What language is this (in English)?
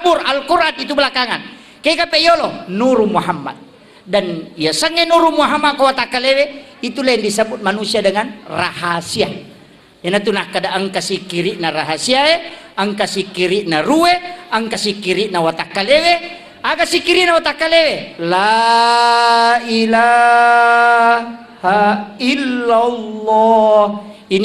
Buginese